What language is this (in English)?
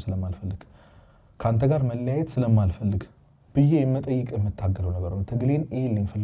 Amharic